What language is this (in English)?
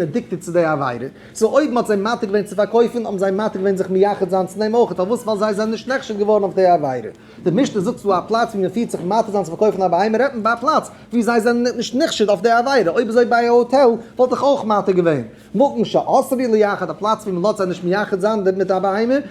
Yiddish